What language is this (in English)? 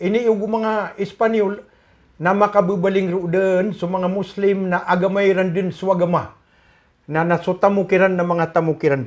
Maranao